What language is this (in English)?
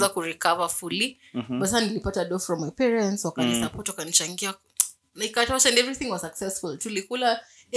Swahili